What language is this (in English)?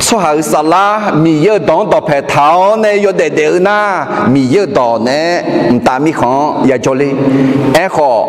Akha